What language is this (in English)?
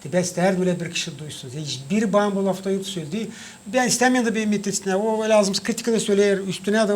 Gagauz